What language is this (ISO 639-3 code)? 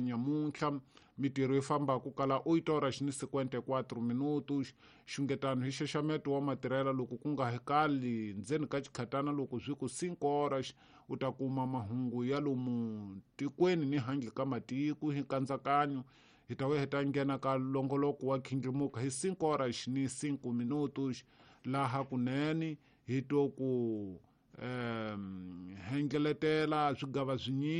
tso